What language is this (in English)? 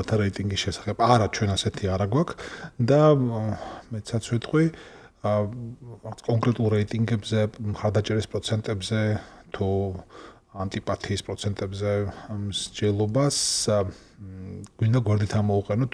Georgian